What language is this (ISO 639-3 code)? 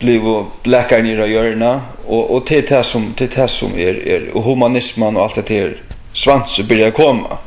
fao